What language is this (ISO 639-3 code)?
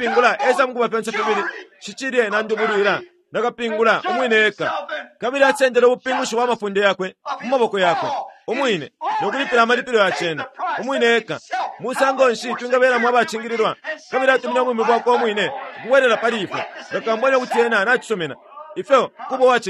bem